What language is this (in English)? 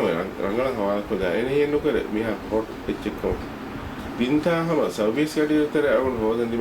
Divehi